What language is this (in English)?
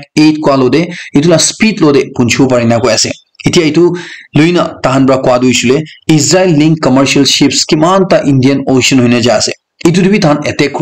Naga Pidgin